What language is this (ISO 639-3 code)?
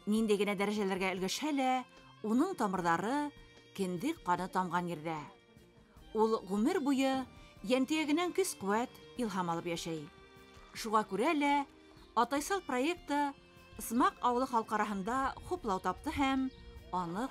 bak